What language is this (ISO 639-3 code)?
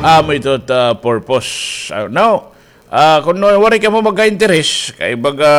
war